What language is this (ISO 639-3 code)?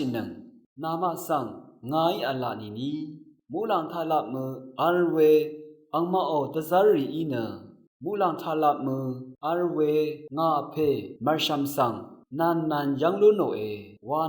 raw